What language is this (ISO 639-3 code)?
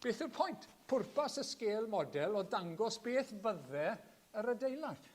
cym